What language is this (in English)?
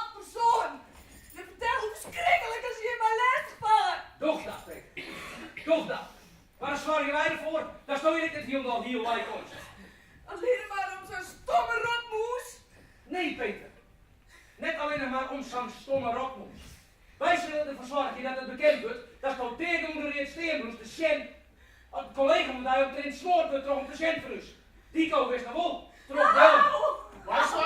Western Frisian